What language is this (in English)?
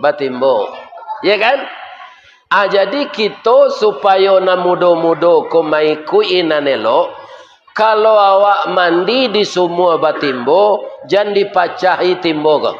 Minangkabau